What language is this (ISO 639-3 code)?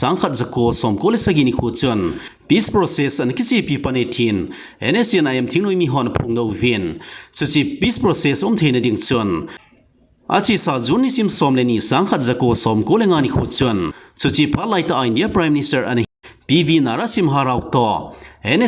tcz